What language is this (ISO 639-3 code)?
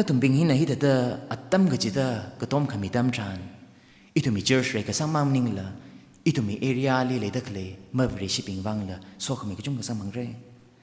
nmf